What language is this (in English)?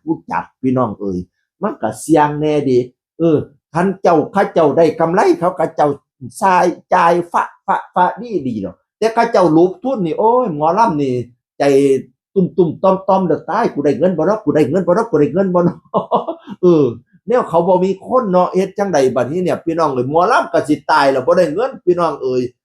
Northeastern Thai